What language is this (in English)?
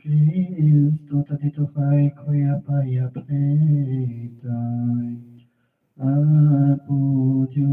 Aymara